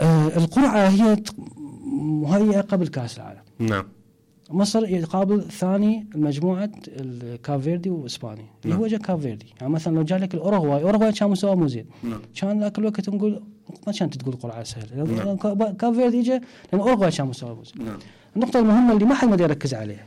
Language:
Mesopotamian Arabic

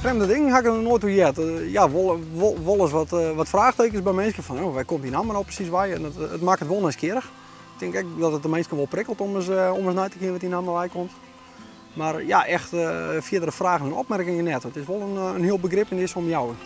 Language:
Western Frisian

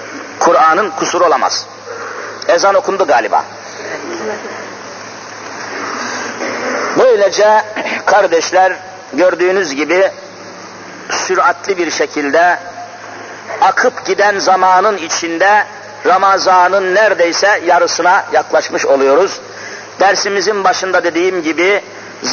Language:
Turkish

